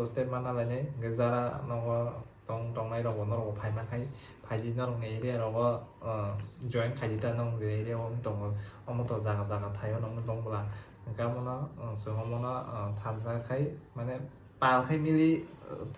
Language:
Kok Borok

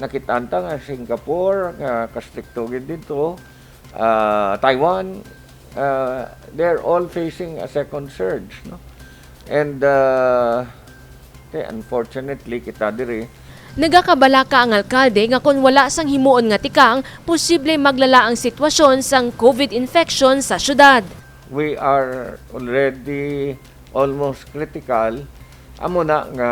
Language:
Hiligaynon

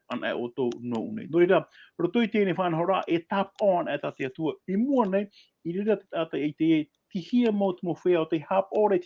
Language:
Tahitian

